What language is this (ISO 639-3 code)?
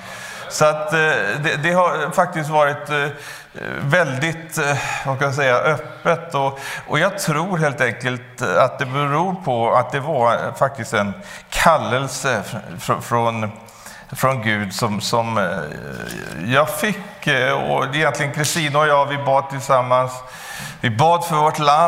swe